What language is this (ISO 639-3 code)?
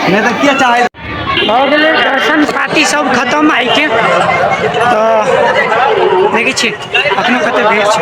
mai